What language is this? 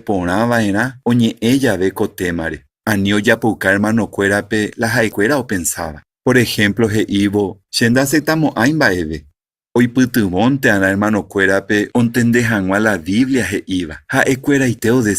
Guarani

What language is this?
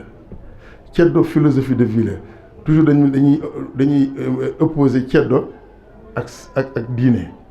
Wolof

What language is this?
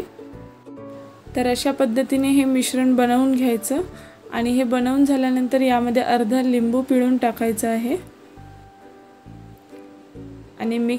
Marathi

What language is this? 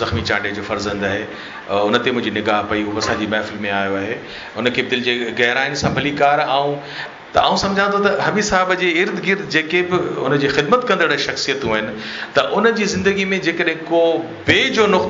Sindhi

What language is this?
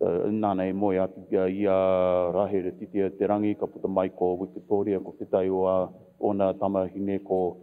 Māori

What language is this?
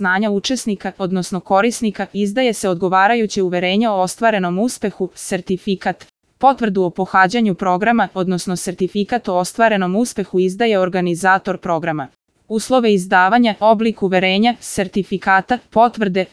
Serbian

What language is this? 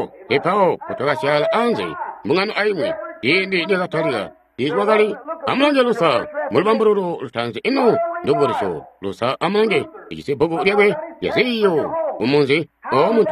Tonga (Zambia)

